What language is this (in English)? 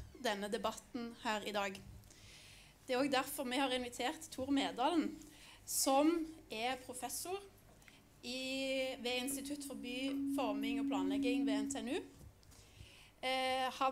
Norwegian